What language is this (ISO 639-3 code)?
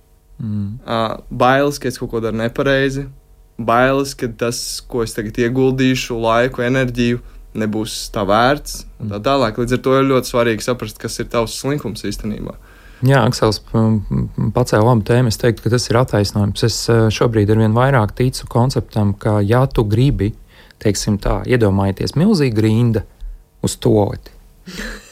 lav